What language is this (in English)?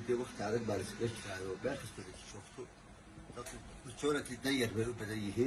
Somali